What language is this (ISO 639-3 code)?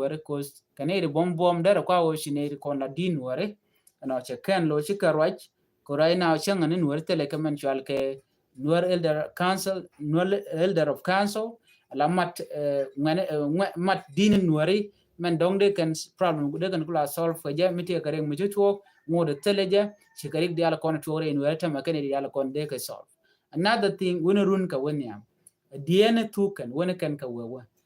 nus